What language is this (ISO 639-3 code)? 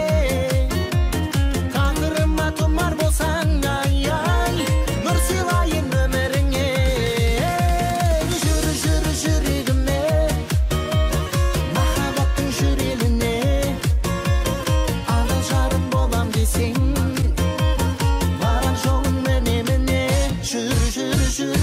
kaz